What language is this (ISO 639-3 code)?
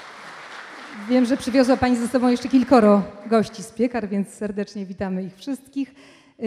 pol